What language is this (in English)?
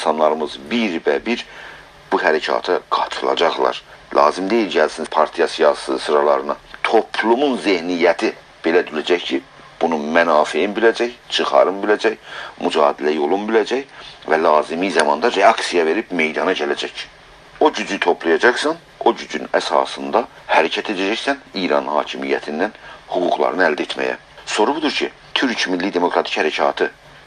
South Azerbaijani